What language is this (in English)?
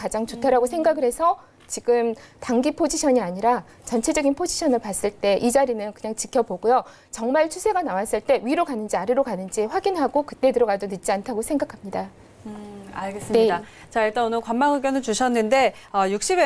Korean